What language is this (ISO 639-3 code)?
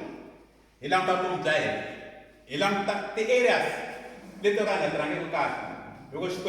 tso